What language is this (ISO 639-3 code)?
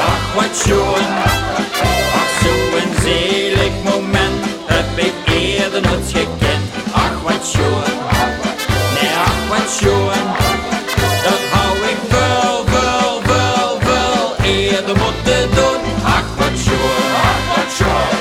lim